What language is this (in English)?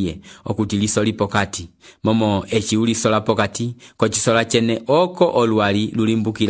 Umbundu